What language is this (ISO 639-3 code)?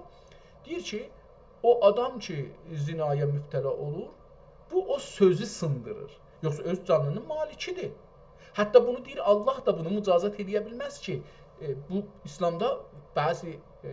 azb